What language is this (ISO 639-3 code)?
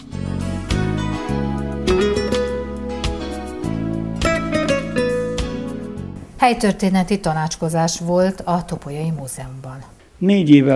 hun